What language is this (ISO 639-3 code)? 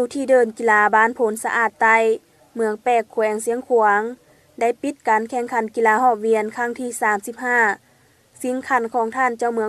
lao